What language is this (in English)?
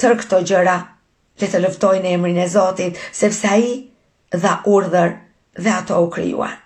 Albanian